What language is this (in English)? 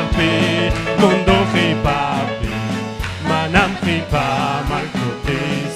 Ayacucho Quechua